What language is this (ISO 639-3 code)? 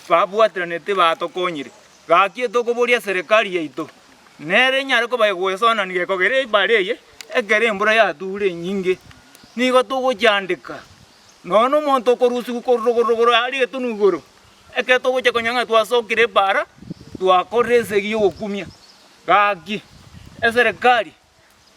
guz